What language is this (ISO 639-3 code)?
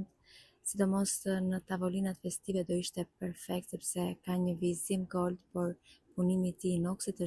sqi